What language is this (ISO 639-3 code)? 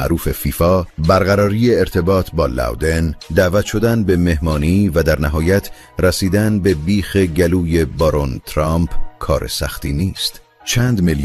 fas